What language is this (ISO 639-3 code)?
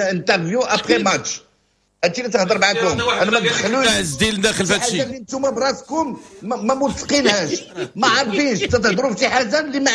ary